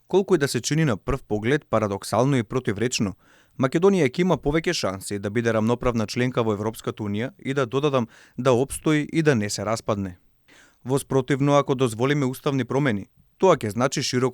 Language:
Macedonian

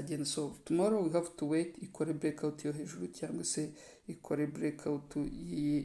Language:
Kinyarwanda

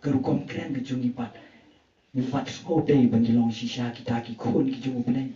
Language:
Khasi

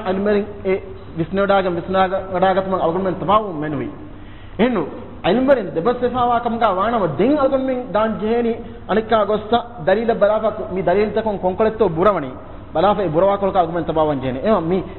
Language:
Divehi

